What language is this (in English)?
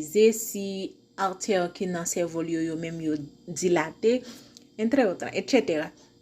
Haitian Creole